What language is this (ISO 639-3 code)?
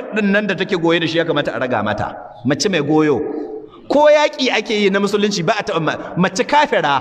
hau